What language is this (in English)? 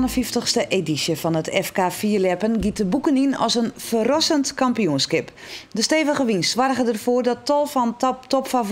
Western Frisian